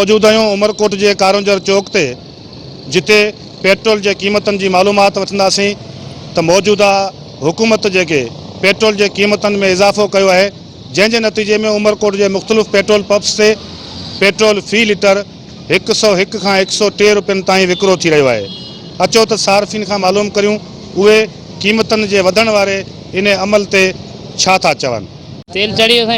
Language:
Sindhi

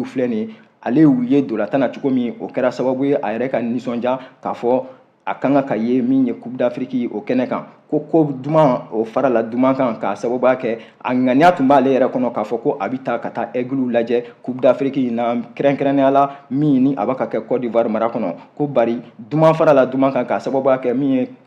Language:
Bambara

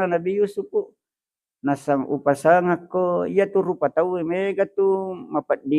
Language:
Buginese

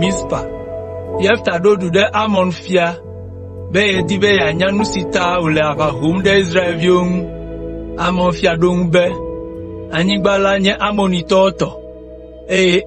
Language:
Ewe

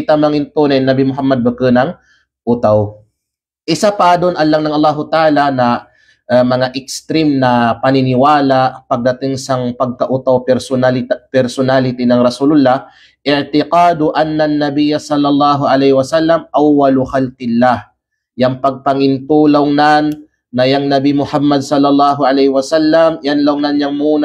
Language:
Kalagan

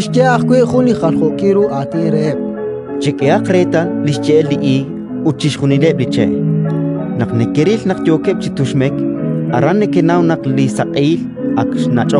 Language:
Kekchí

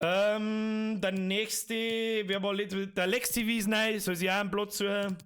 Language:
Bavarian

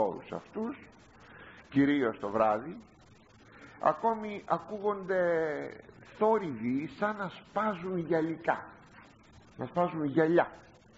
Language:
Greek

